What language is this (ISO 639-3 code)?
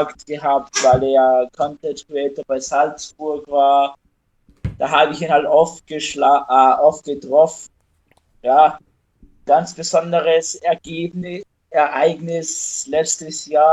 gsw